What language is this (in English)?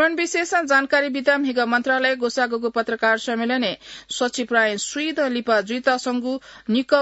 Newari